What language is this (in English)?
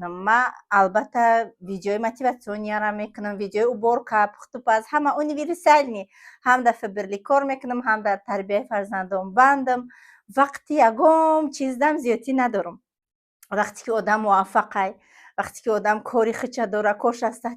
Tajik